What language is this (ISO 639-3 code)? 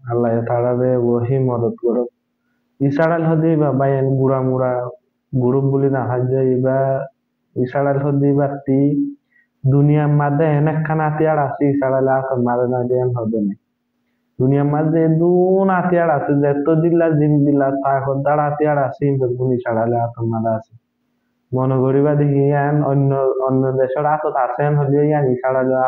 rhg